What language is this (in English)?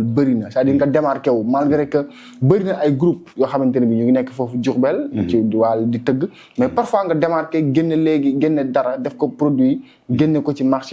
Wolof